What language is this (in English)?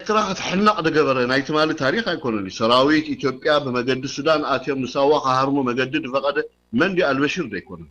Tigrinya